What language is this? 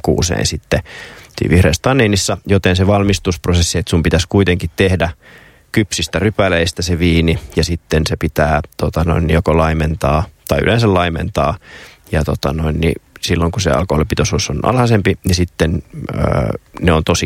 Finnish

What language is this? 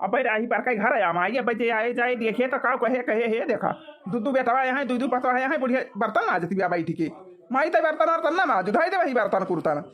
Awadhi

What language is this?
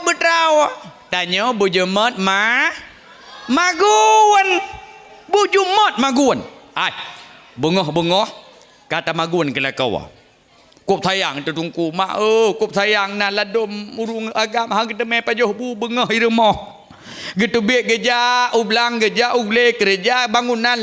Achinese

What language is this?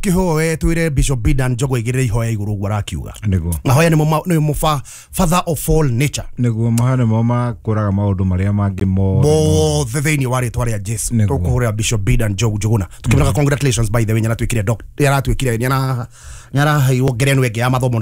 Kikuyu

